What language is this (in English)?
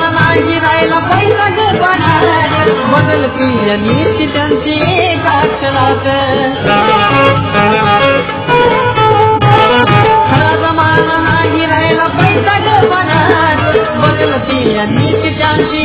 Marathi